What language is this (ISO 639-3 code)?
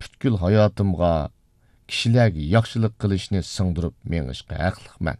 uig